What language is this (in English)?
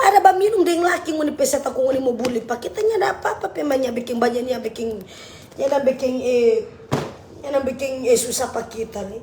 Manado Malay